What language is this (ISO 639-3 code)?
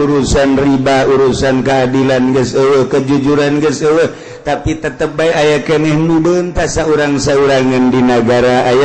sun